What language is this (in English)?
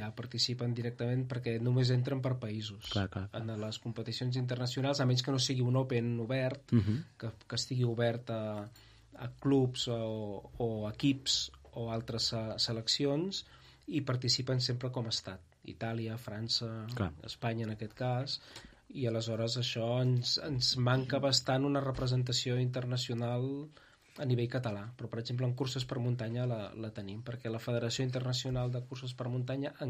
Catalan